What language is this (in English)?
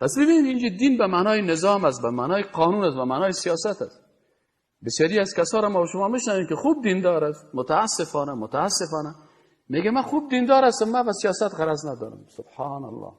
Persian